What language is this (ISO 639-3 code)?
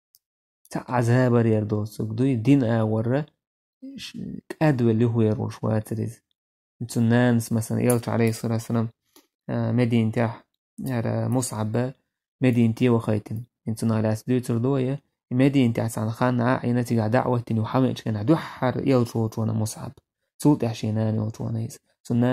che